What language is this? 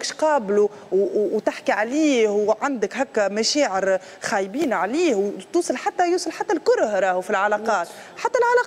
Tunisian Arabic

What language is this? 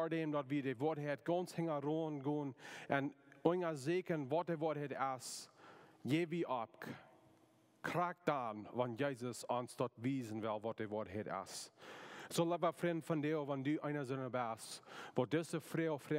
Plautdietsch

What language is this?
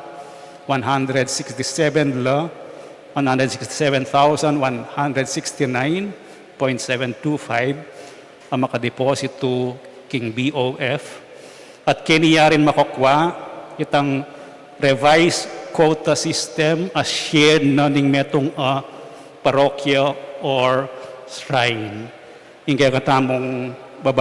Pampanga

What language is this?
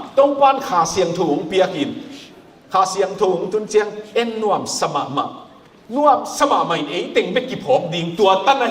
Tedim Chin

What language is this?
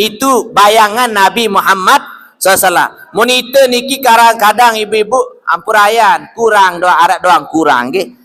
Sasak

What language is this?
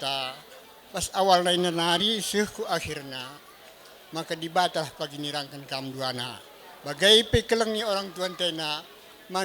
Batak Karo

